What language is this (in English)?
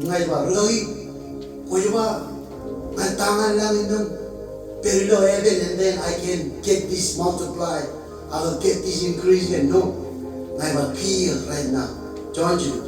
Marshallese